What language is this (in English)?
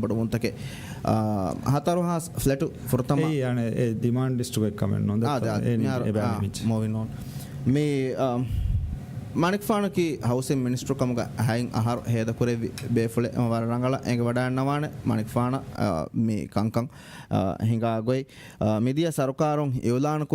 Divehi